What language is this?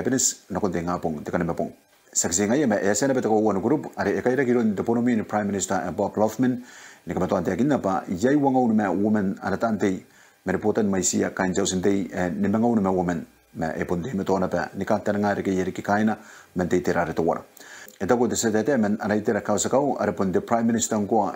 Gilbertese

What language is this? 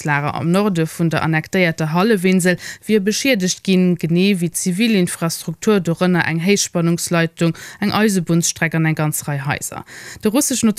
Luxembourgish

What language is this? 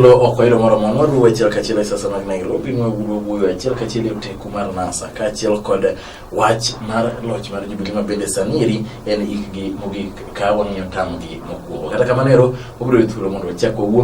Luo (Kenya and Tanzania)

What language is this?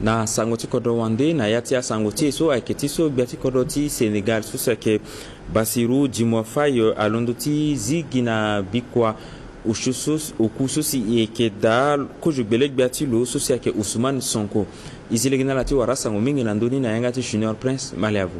Sango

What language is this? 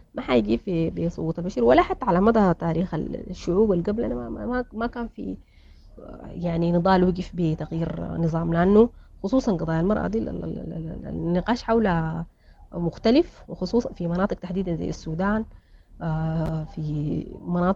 Sudanese Arabic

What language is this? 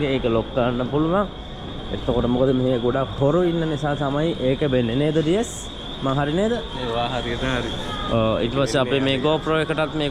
Sinhala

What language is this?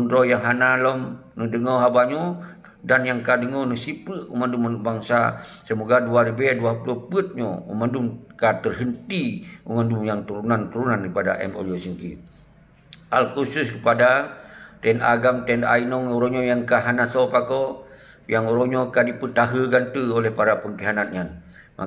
Achinese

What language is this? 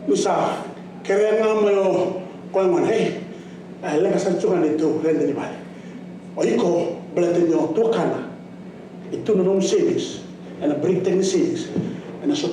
Fijian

